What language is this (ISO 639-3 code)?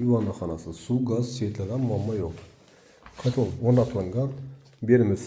uzb